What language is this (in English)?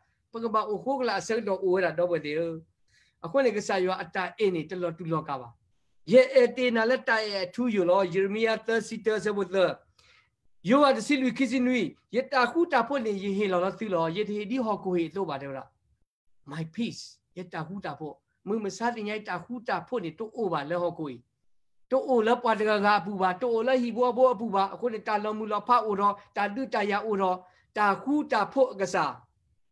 S'gaw Karen